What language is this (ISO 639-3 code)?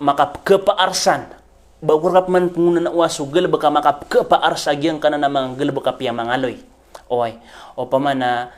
mrw